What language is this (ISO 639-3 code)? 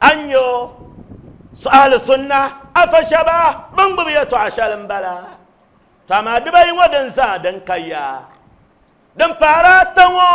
dag